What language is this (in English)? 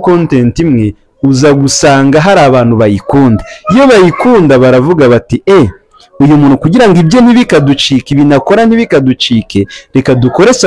Kinyarwanda